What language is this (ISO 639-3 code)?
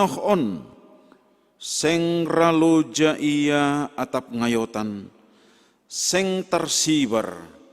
bts